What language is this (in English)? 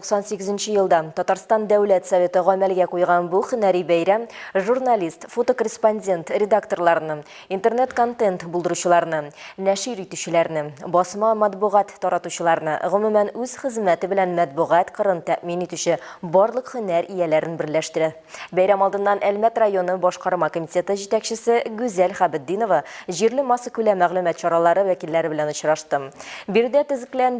Tatar